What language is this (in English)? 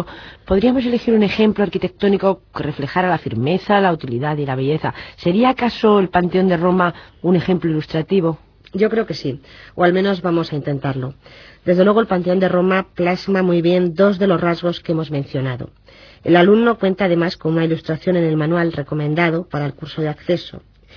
Spanish